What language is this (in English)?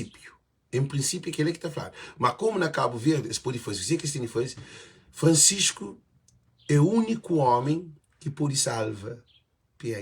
Kabuverdianu